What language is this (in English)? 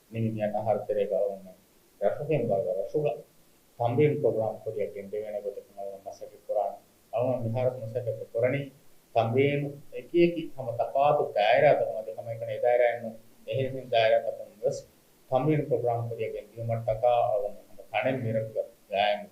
Divehi